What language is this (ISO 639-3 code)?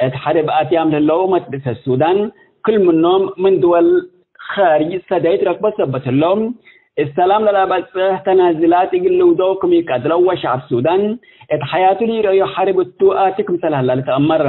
tig